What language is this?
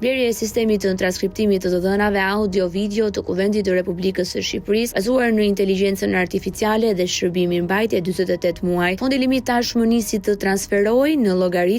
Albanian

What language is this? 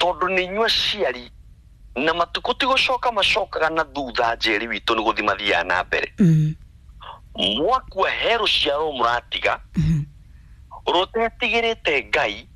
Kikuyu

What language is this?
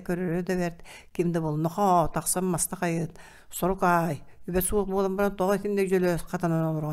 Yakut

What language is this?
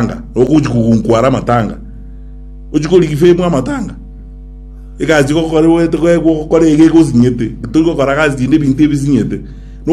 Gusii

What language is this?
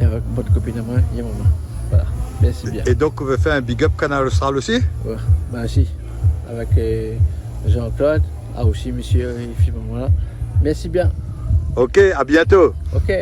Réunion Creole French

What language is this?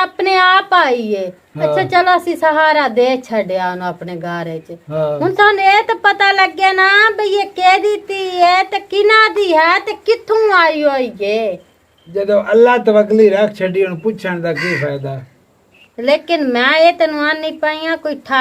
Western Panjabi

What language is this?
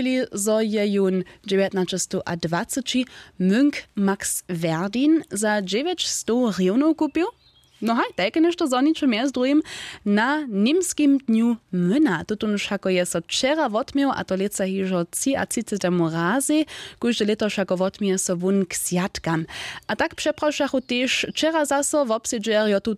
Upper Sorbian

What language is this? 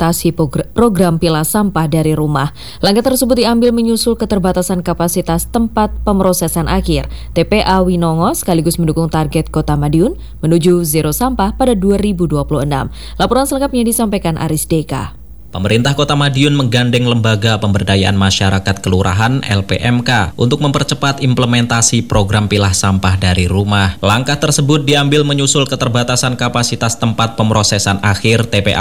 Indonesian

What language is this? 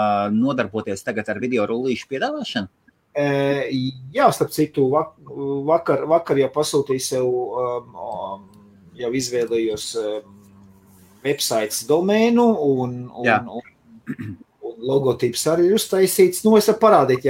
Latvian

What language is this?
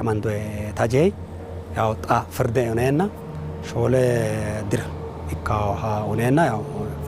Sidamo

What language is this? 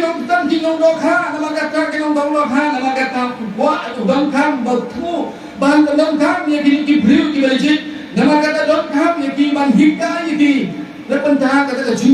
Khasi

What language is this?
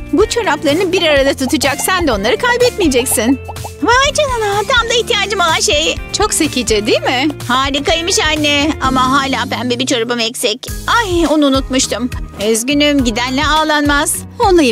Turkish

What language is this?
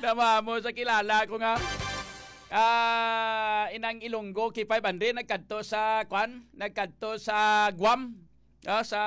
Hiligaynon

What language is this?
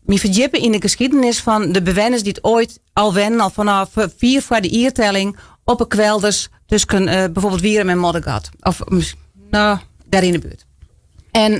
Western Frisian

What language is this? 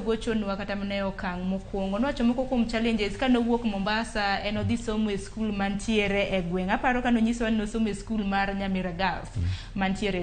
Luo (Kenya and Tanzania)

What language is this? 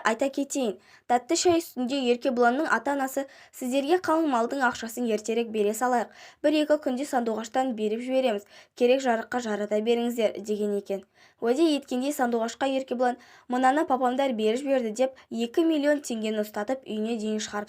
Kazakh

